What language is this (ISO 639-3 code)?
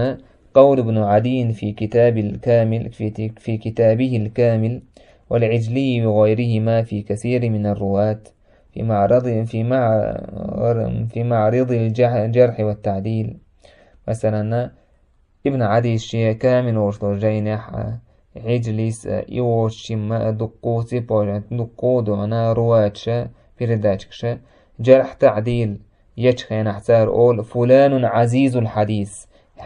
che